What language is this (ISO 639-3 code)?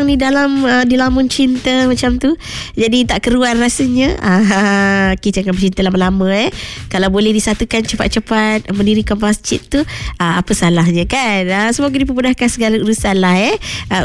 msa